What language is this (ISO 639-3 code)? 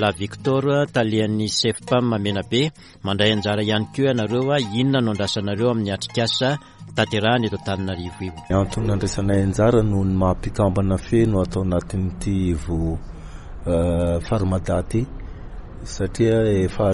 mlg